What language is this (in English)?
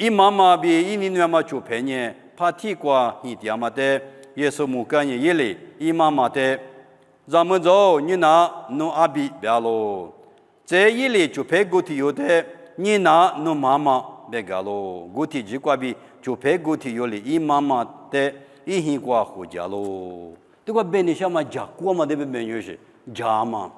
Lisu